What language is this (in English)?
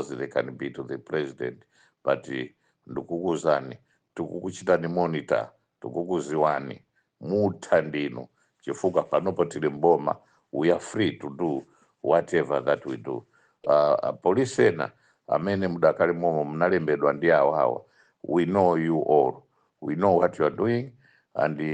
Nyanja